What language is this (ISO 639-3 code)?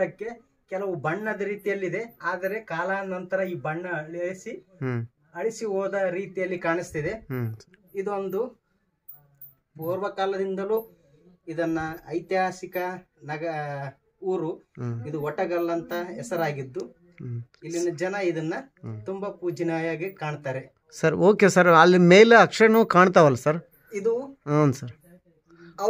kan